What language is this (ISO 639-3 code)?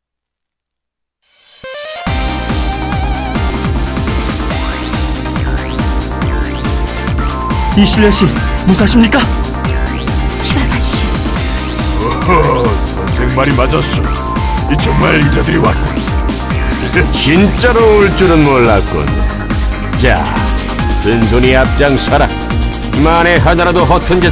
kor